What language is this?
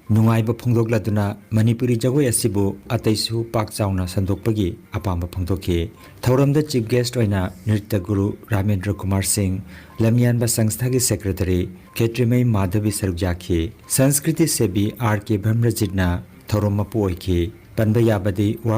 Manipuri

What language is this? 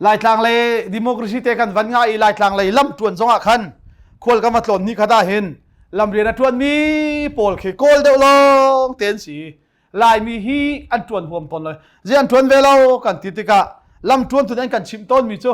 Hakha Chin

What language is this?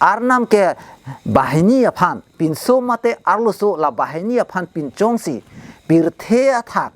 Karbi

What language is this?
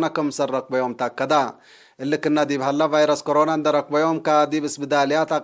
Tigre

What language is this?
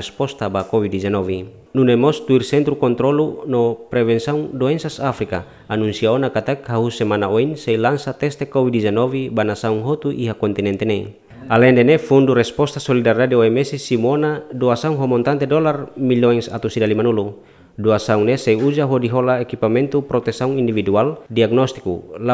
Tetum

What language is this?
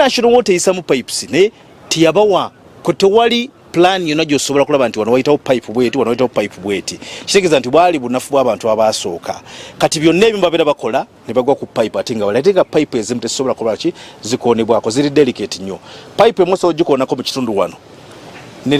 Ganda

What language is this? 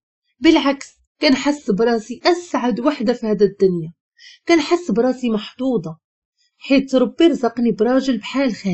Moroccan Arabic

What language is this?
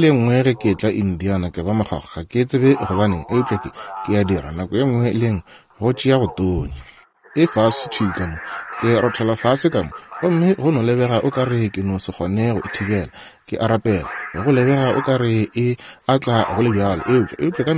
Northern Sotho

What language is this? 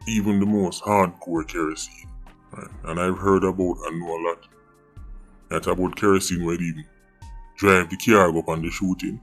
Jamaican Creole English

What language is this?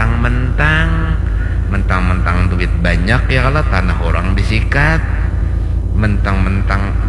Banjar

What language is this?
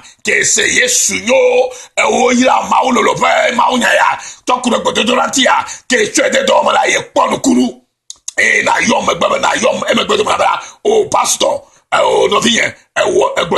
Ewe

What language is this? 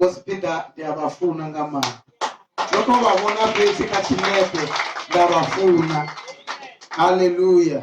Venda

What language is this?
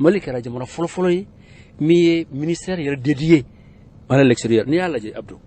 Bambara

